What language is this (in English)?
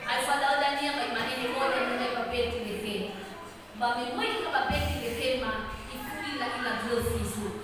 Nias